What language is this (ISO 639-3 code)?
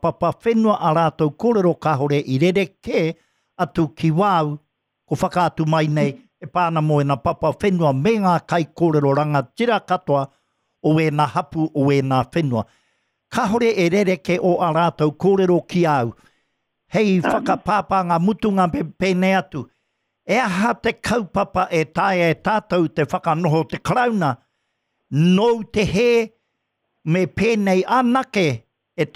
mri